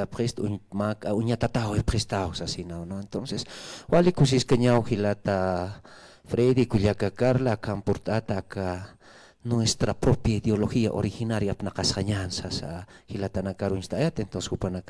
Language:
Aymara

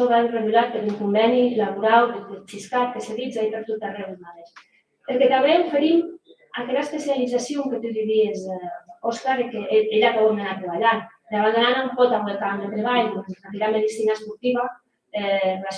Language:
Occitan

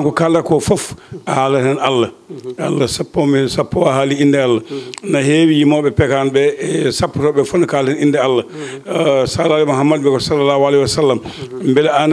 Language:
Fula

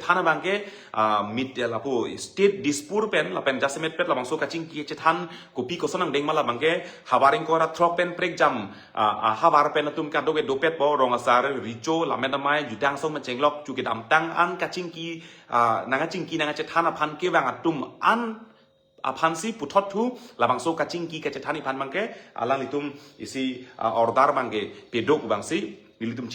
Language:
Karbi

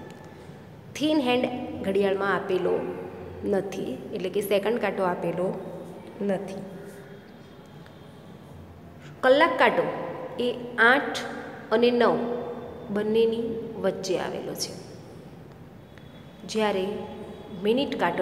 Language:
Gujarati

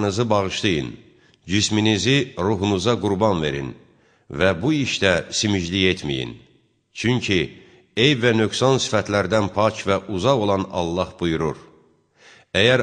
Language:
Azerbaijani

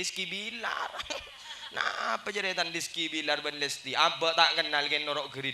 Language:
Madurese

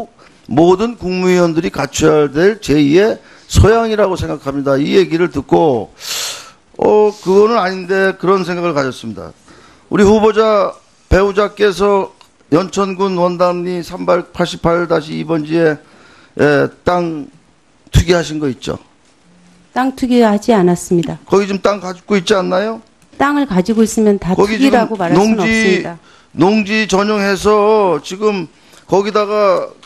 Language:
Korean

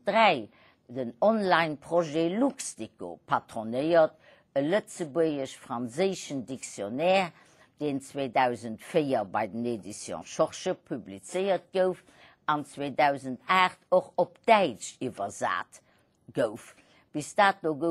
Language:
Luxembourgish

